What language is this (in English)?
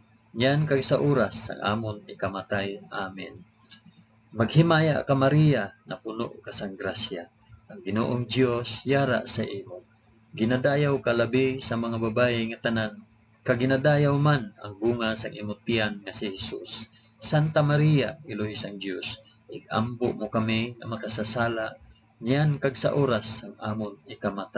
Hiligaynon